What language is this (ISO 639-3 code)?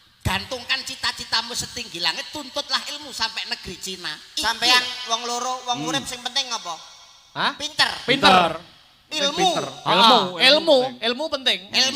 jav